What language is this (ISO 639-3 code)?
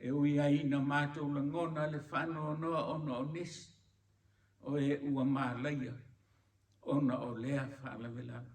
smo